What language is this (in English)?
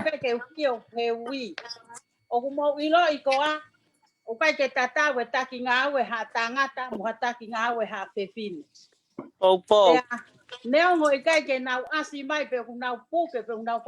Tongan